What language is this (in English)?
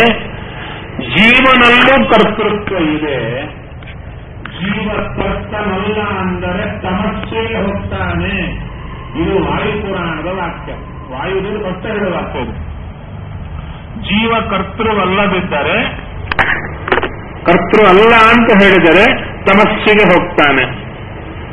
Kannada